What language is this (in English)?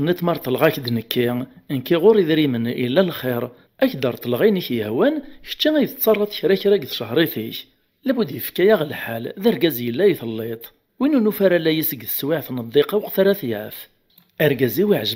Kabyle